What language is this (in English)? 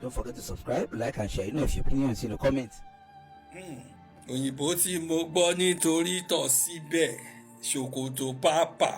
Yoruba